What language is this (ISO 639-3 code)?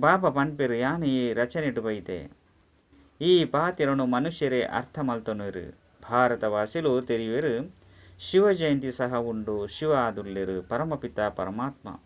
tcy